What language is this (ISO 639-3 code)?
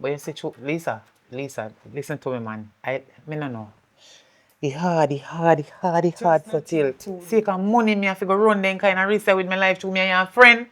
jam